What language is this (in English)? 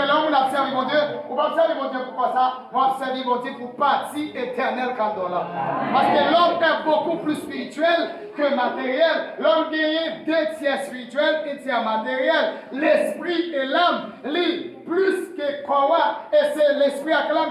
Haitian Creole